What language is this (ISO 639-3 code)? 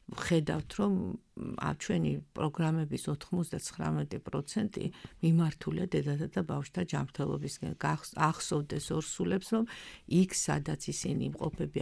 kat